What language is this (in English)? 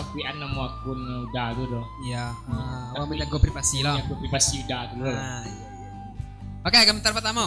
Minangkabau